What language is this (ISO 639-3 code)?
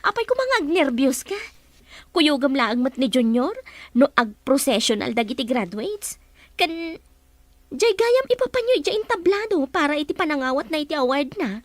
ilo